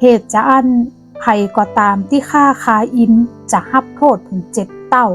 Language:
Northern Thai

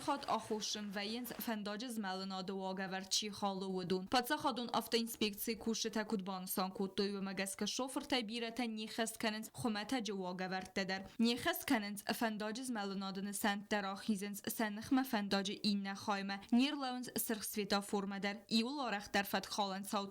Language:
Ossetic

